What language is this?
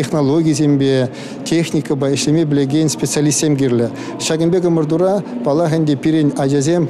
Chuvash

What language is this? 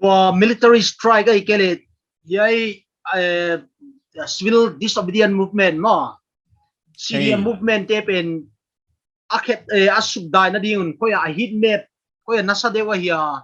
Paite Chin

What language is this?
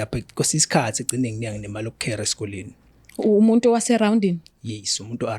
Zulu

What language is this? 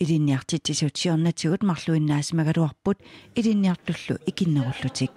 Kalaallisut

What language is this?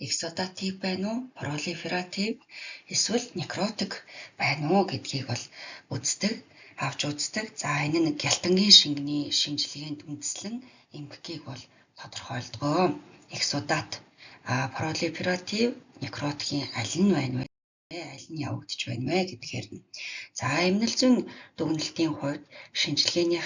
Mongolian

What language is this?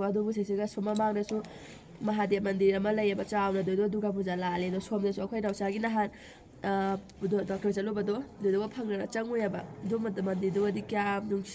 Manipuri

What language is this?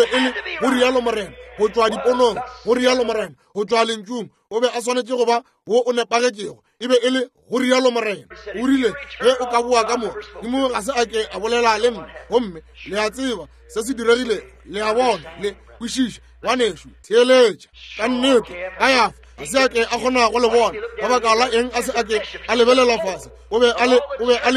Northern Sotho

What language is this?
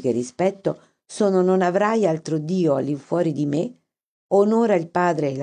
Italian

